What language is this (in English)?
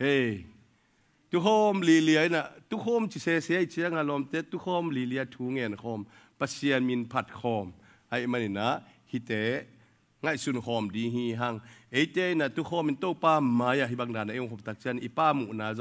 Tedim Chin